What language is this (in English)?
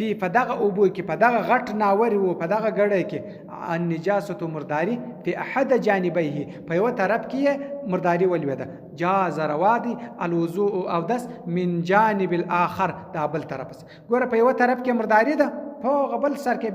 Pashto